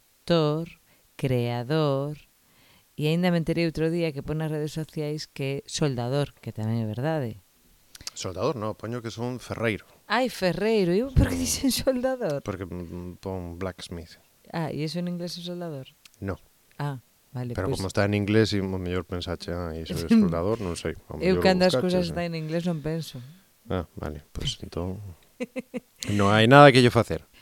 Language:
Galician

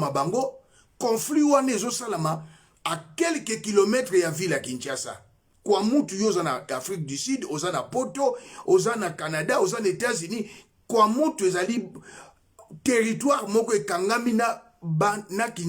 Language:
Lingala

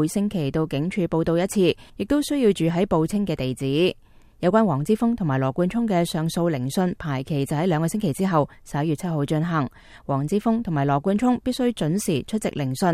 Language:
Cantonese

